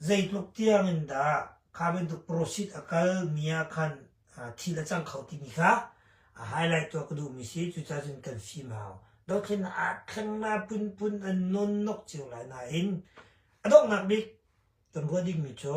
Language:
Hakha Chin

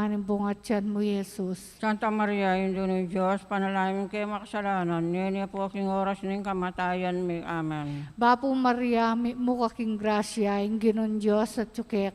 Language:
Pampanga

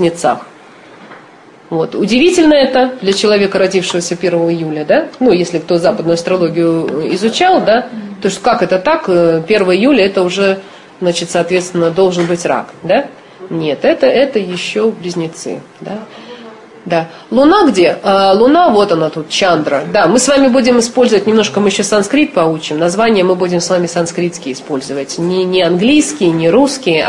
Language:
Russian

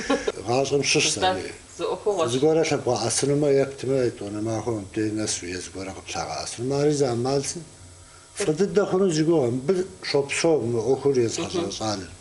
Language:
Kabardian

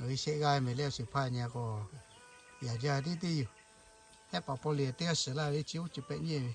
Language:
Lahu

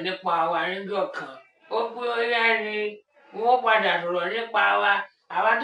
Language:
Yoruba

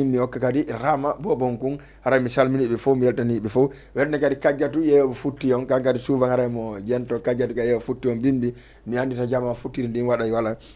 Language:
Fula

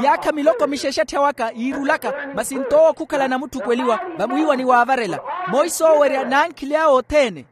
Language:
Makhuwa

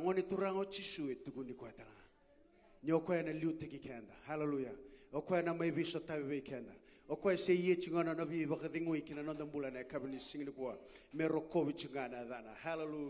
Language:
Fijian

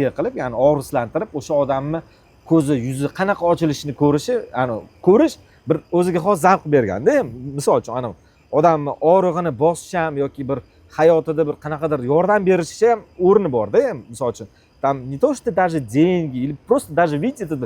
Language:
Uzbek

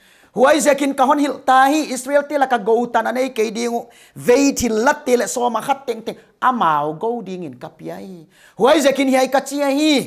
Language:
Paite Chin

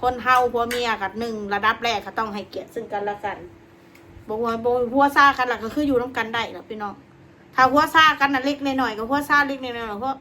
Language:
Northeastern Thai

